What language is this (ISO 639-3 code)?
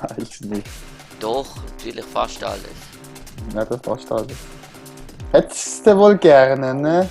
gsw